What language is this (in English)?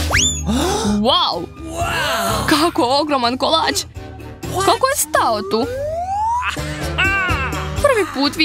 Serbian